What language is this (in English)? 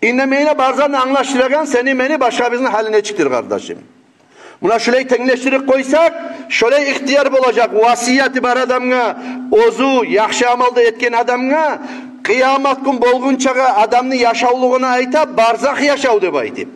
Kumyk